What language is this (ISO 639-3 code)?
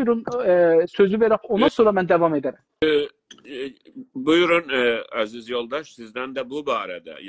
azb